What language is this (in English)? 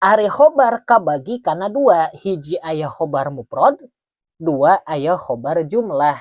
Sundanese